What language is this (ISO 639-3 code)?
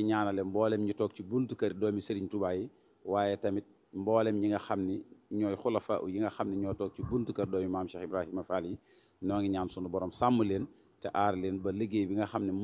wol